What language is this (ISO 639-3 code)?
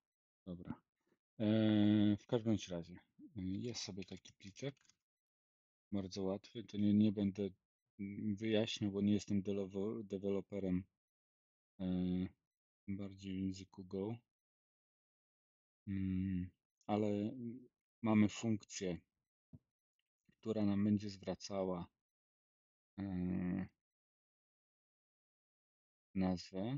pol